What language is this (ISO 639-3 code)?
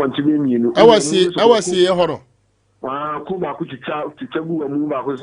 aka